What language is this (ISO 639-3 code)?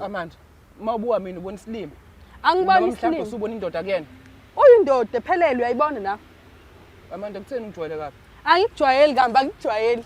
zul